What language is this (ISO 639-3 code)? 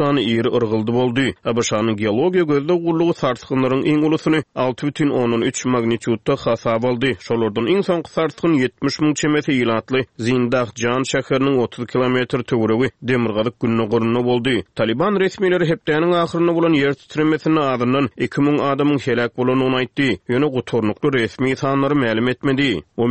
tuk